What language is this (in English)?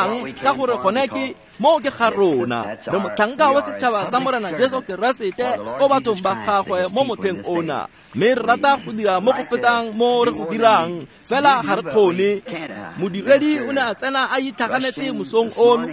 Tswana